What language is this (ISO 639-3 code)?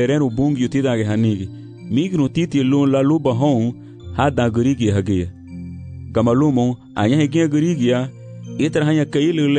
cab